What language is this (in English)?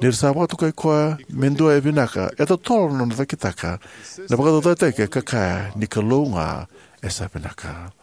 Fijian